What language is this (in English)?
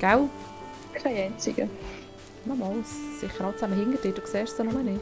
Swiss German